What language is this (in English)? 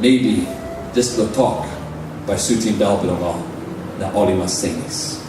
Tok Pisin